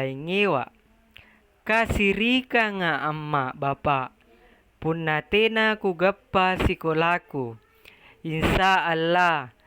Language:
Makasar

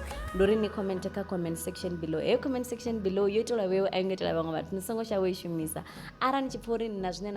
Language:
Venda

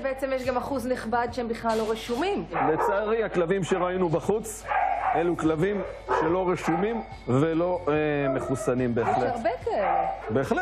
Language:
Hebrew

